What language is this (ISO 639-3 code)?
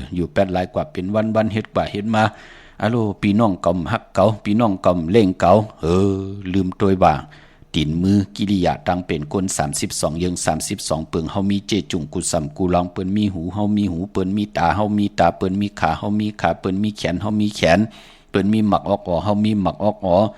shn